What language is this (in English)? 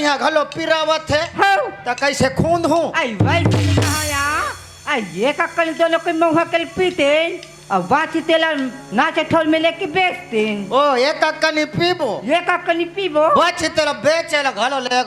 Chhattisgarhi